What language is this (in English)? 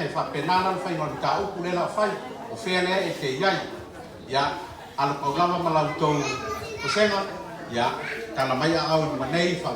Samoan